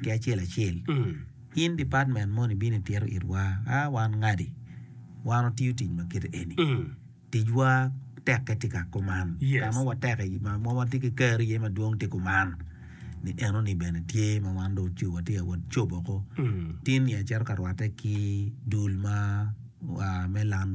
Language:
Acoli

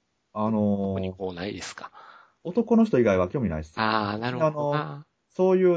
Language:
Japanese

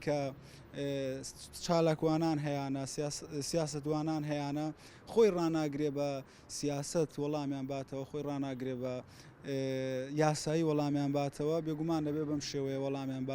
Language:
Central Kurdish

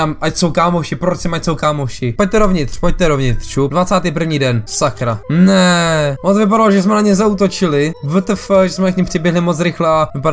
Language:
Czech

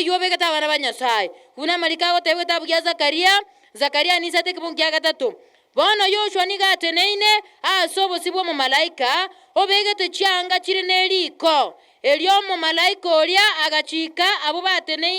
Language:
Gusii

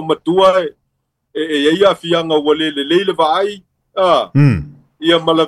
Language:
Samoan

